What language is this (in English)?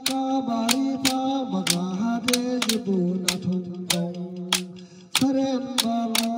Dimasa